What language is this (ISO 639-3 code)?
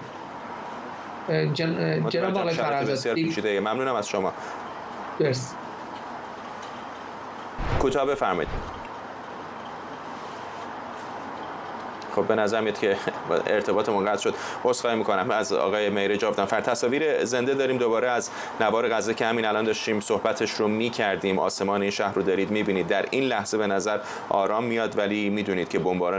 fas